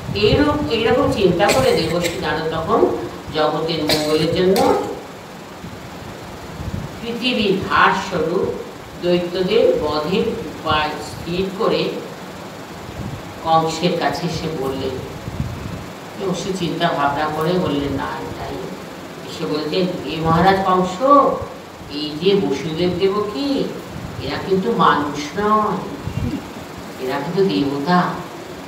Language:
Bangla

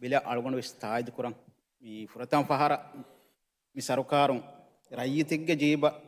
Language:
Divehi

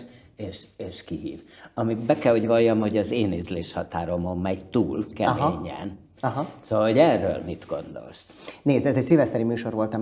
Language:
Hungarian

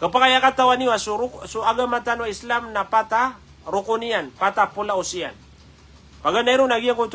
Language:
Maranao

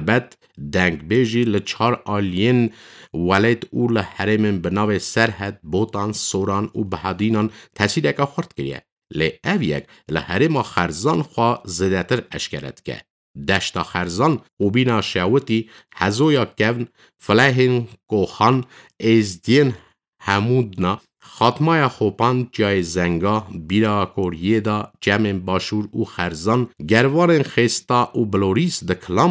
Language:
Kurdish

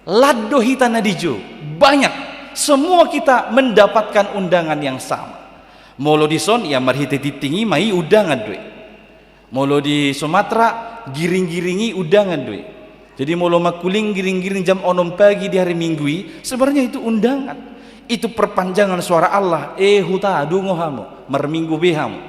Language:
Batak Toba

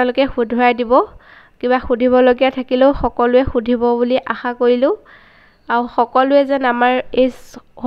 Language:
Assamese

